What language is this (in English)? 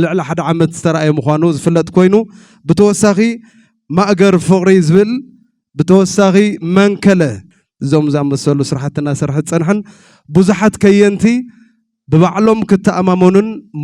Tigrinya